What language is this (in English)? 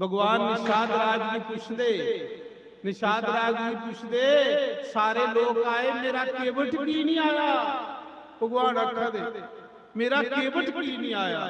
Dogri